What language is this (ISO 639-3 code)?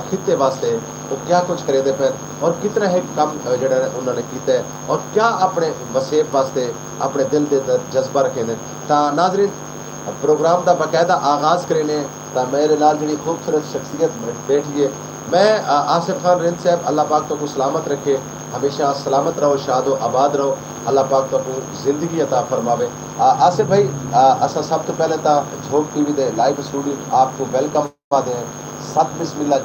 skr